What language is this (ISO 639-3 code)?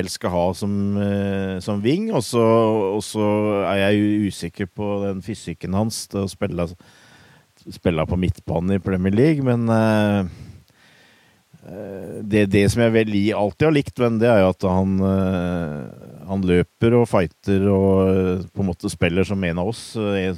nor